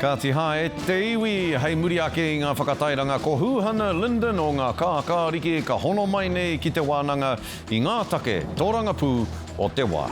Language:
Māori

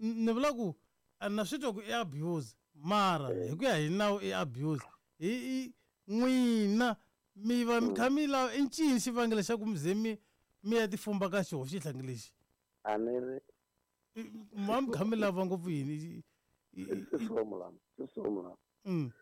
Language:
Tsonga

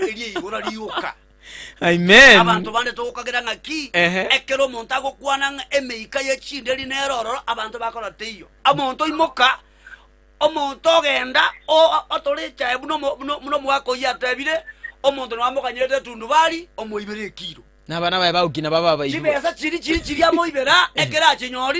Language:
Gusii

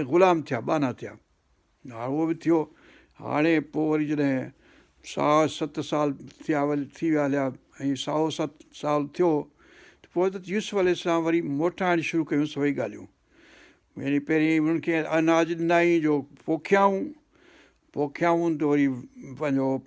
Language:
Sindhi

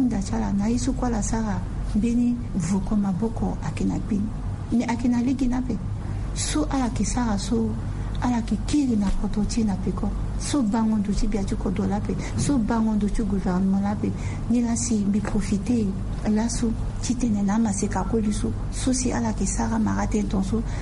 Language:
Sango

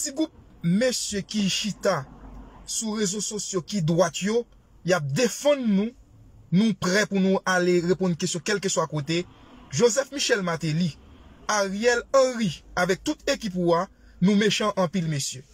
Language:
Haitian Creole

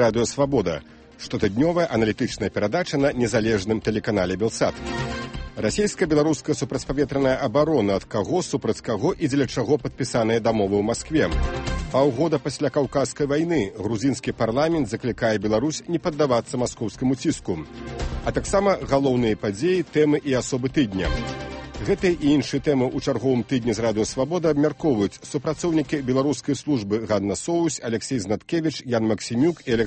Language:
Belarusian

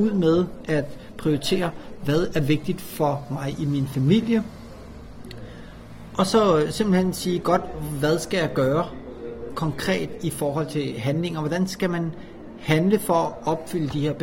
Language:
Danish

